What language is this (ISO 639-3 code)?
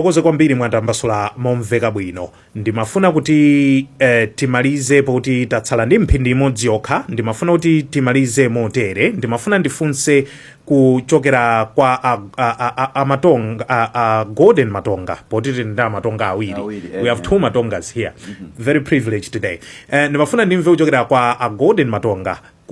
nya